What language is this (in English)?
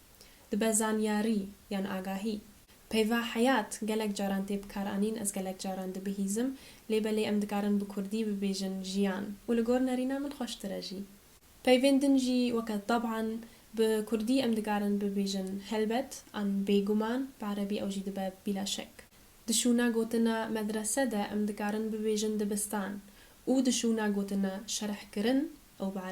Kurdish